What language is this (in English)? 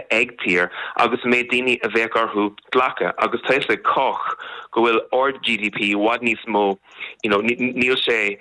Irish